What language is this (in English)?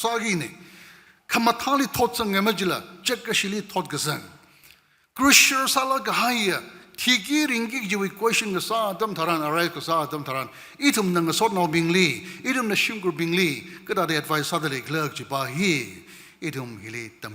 Tangkhul Naga (India)